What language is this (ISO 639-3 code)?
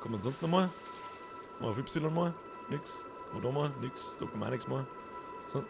bar